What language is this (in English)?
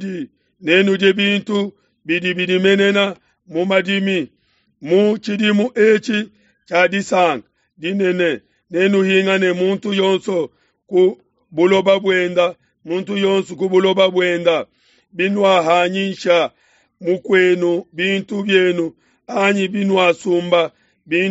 Luba-Lulua